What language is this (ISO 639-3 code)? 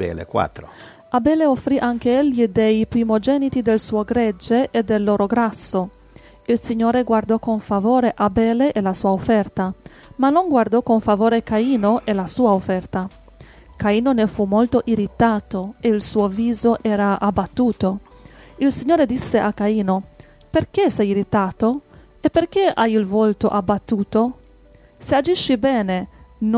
ita